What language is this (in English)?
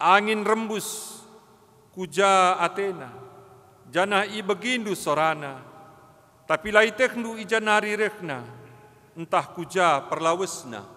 Batak Karo